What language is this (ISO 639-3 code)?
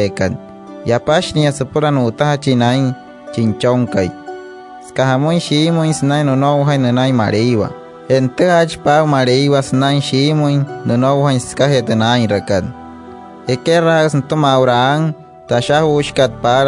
guc